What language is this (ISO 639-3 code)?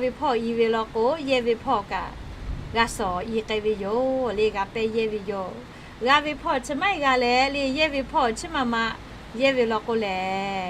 lhu